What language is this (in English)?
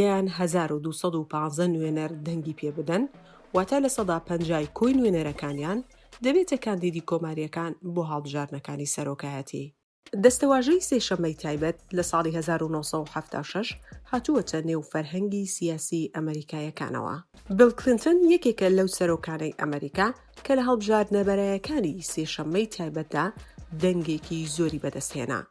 Central Kurdish